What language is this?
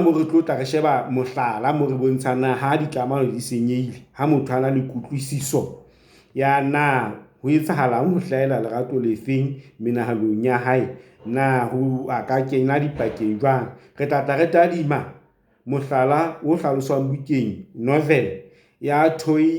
Southern Sotho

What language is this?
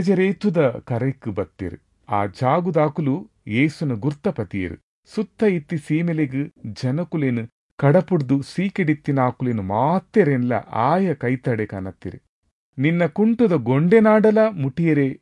Tulu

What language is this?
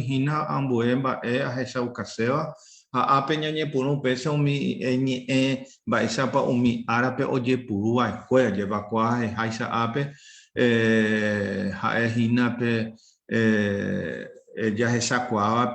Guarani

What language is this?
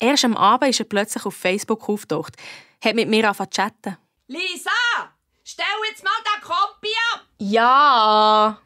Swiss German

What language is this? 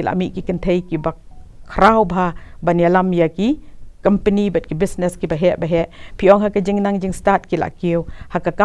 Khasi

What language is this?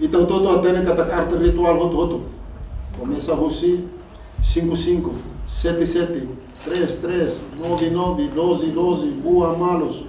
Tetum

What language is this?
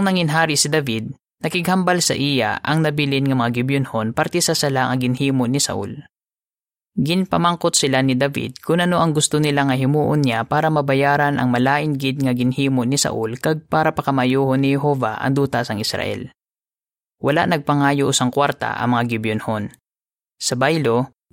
Hiligaynon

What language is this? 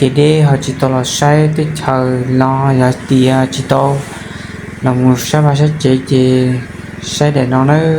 Hmong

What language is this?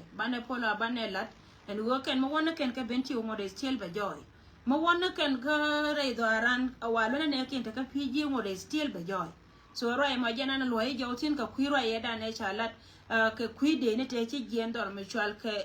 Nuer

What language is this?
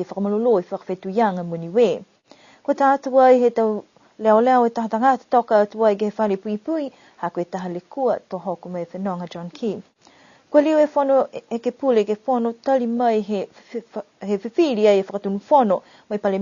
Niuean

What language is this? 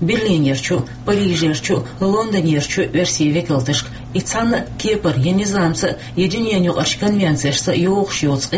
Chechen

